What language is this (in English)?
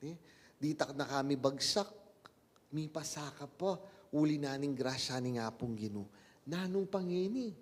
Pampanga